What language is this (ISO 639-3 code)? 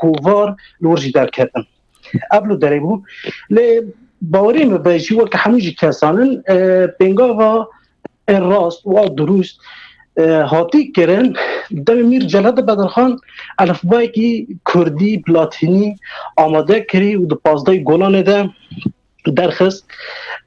kur